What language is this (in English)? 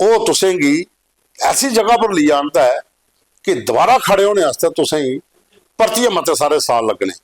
Dogri